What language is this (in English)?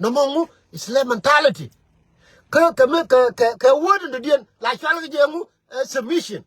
Nuer